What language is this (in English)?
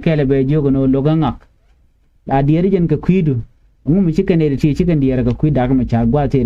Nuer